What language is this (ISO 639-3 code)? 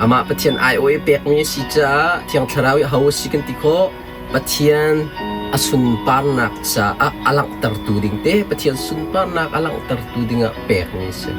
cnh